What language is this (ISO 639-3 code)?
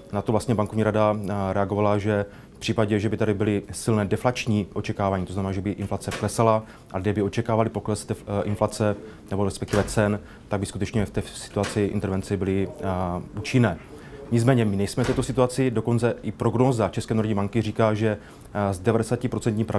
ces